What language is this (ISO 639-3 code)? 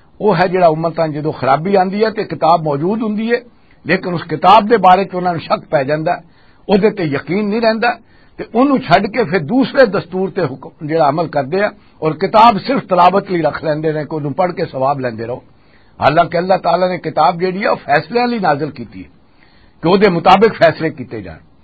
lah